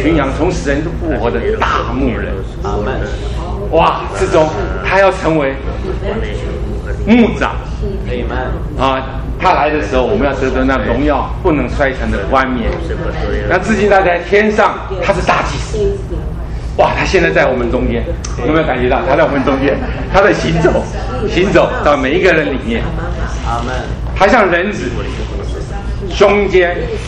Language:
Chinese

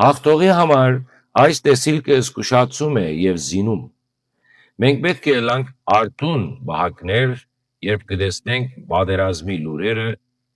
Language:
Western Armenian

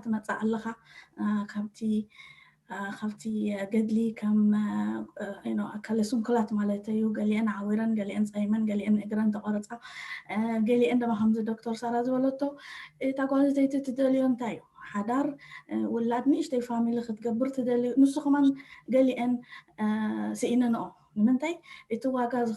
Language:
Tigrinya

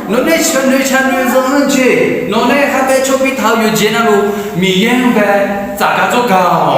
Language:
Akha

